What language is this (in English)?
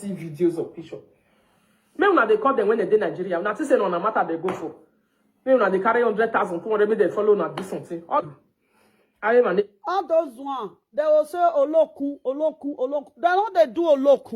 Nigerian Pidgin